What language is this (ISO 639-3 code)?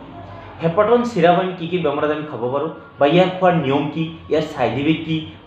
asm